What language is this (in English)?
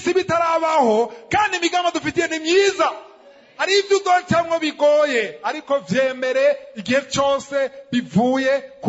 Rundi